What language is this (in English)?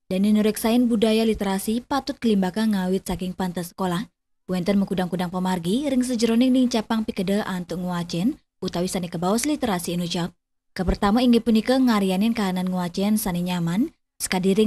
Balinese